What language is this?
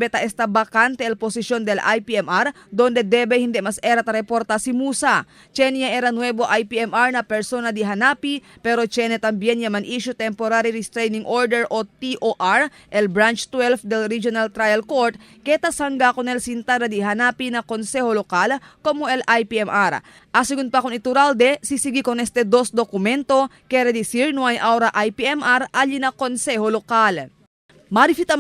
Chavacano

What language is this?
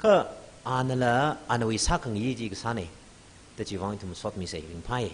Tangkhul Naga (India)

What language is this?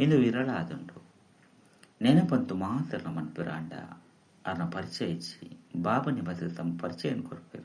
Tulu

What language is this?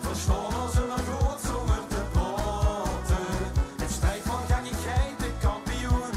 Limburgish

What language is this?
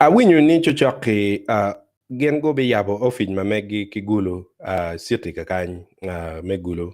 Acoli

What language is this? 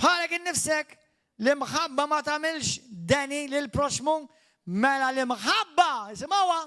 Maltese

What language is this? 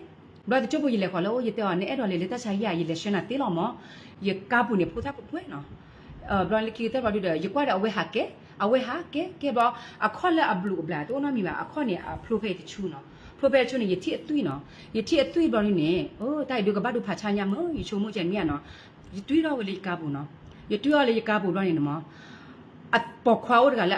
S'gaw Karen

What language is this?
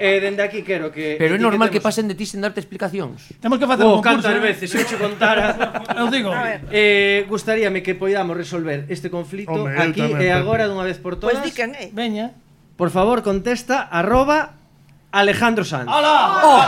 Galician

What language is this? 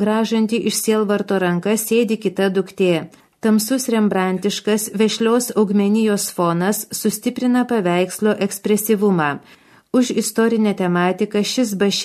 Lithuanian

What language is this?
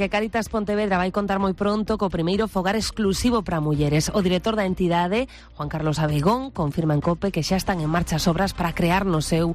Galician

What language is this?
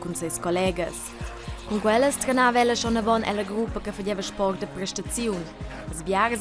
Romansh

